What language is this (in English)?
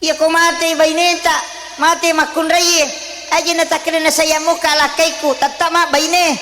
Buginese